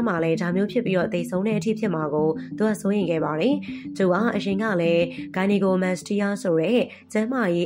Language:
Burmese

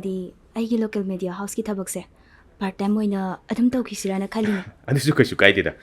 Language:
Manipuri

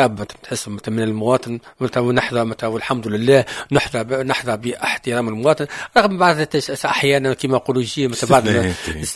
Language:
Tunisian Arabic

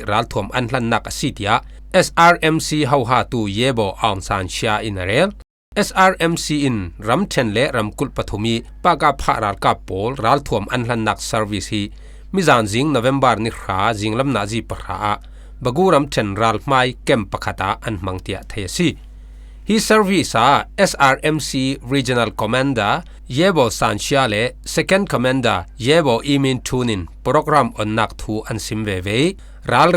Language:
Falam Chin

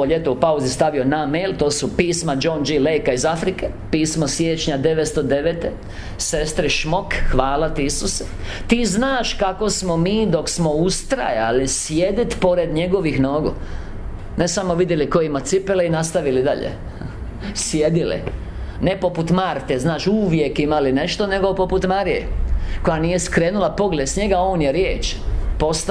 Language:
Croatian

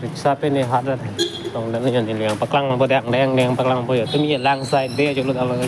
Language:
Karbi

